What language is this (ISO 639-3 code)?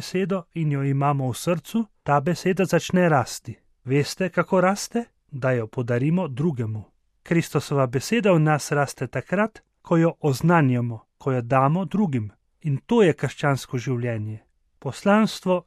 slv